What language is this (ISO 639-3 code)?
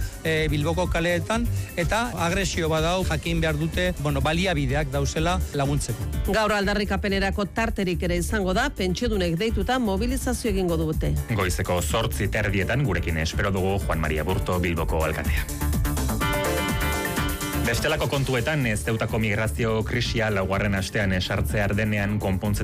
eus